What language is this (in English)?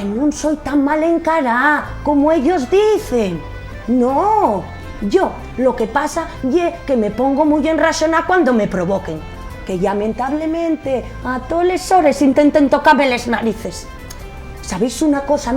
Asturian